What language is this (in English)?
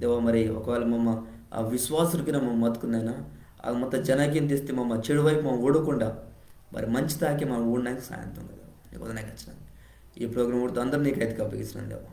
Koya